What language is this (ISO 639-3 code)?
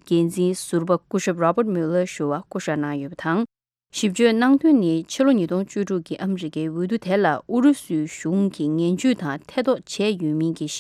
bod